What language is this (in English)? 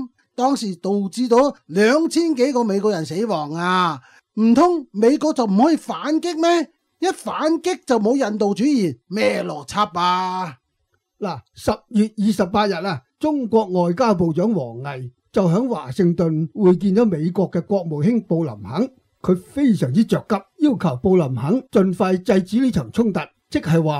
Cantonese